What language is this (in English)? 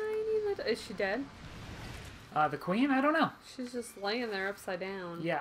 English